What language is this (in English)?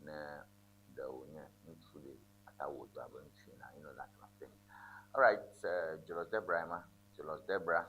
Ewe